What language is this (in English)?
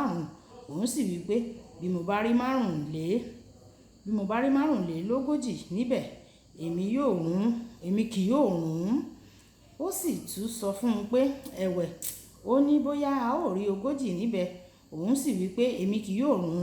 Yoruba